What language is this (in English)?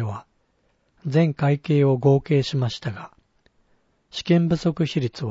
Japanese